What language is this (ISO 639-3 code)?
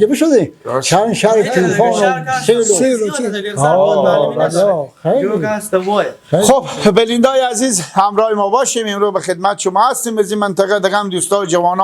fas